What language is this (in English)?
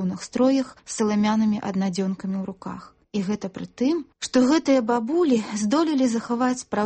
Belarusian